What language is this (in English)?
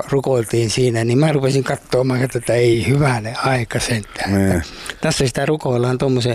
Finnish